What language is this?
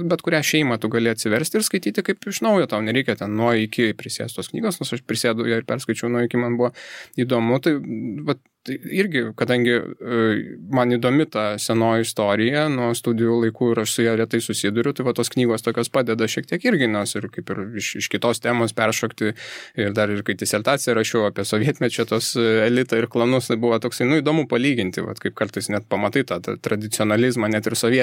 Lithuanian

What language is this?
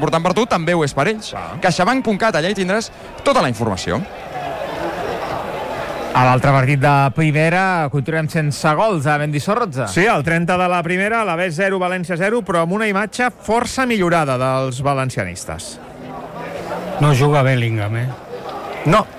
Catalan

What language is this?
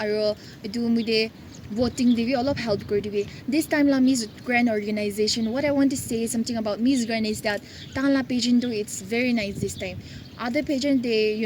Naga Pidgin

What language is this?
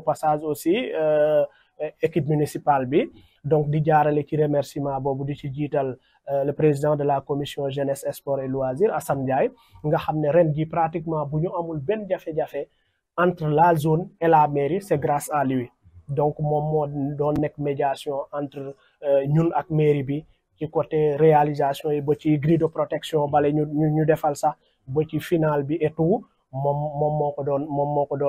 Wolof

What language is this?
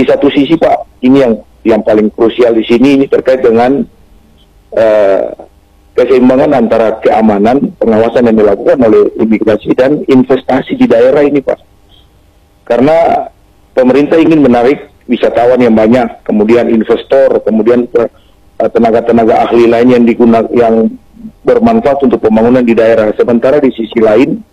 Indonesian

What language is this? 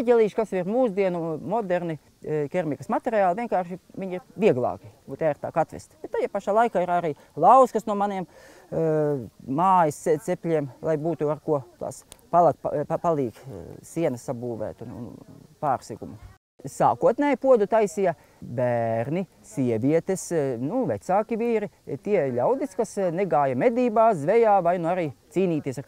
Latvian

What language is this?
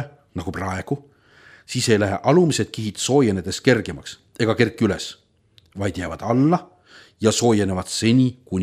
Estonian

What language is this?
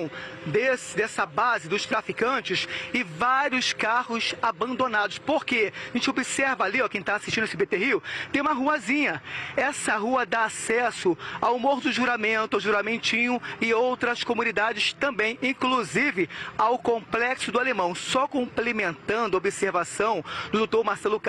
Portuguese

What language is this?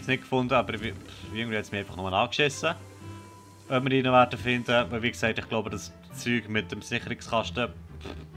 Swiss German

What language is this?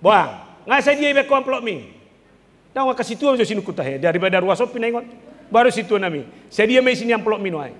Batak Toba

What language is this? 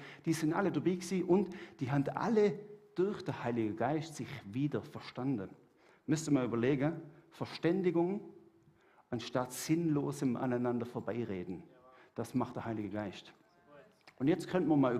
Swiss German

